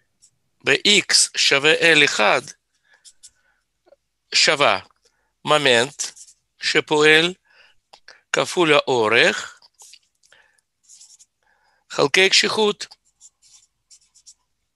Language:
Hebrew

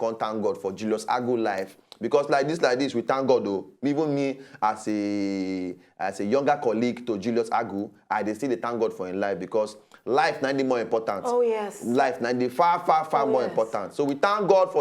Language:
Nigerian Pidgin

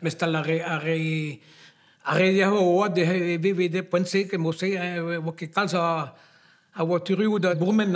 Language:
Breton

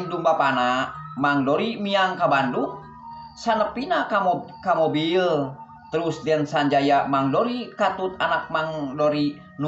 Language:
Sundanese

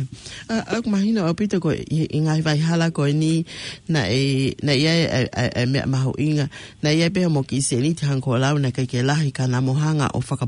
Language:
Tongan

